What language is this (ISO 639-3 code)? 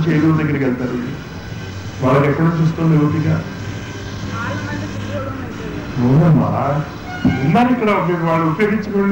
tel